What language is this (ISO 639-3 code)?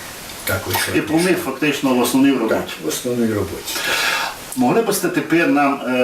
rue